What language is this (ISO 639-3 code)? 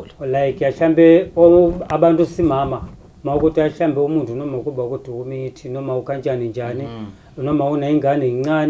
zul